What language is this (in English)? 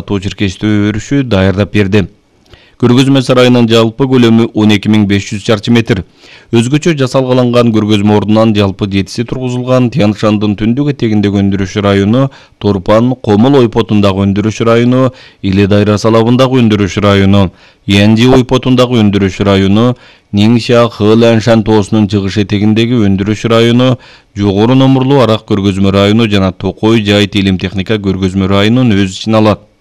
Kyrgyz